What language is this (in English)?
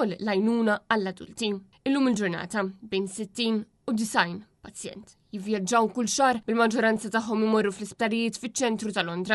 Maltese